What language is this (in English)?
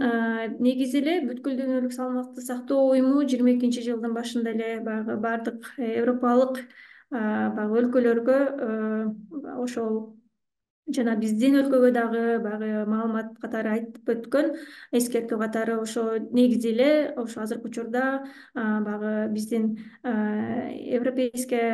Kyrgyz